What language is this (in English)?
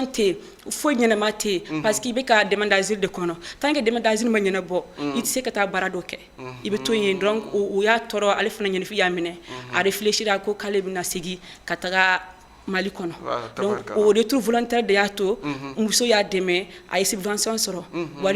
Bambara